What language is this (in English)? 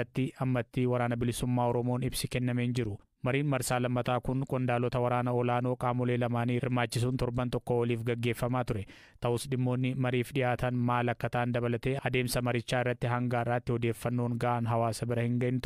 Oromo